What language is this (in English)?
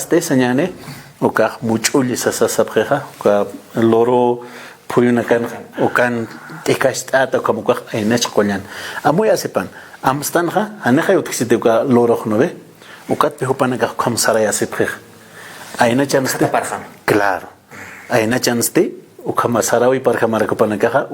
Aymara